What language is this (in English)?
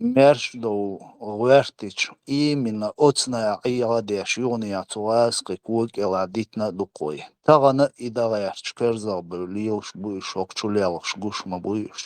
Chechen